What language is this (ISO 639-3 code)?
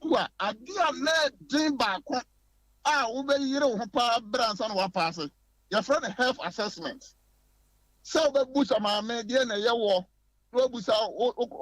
aka